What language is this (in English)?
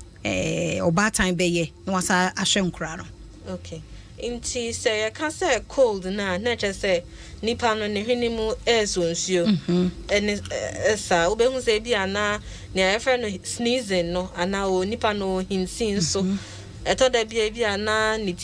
Akan